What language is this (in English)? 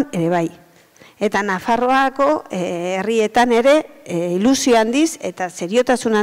Basque